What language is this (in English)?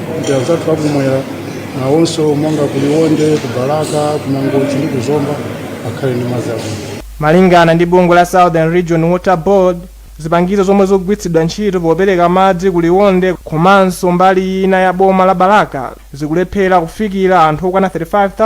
Nyanja